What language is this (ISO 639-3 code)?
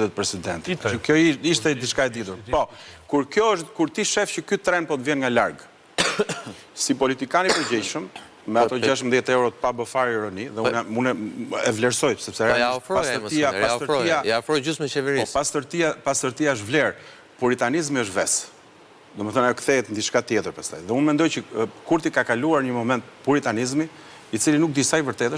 sqi